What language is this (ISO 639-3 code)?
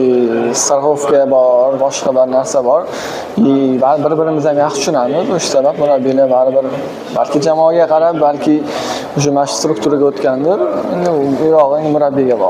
uzb